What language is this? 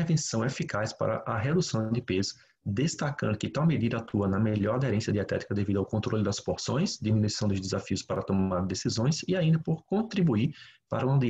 Portuguese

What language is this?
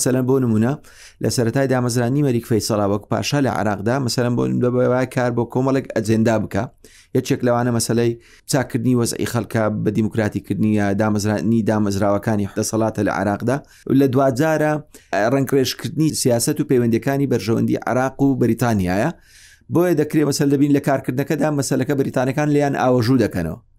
Central Kurdish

